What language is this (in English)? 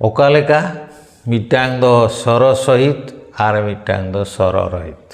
Santali